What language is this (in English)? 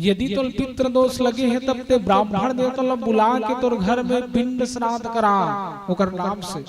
Chhattisgarhi